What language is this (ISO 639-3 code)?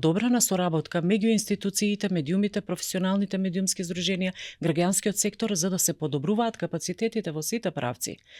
mkd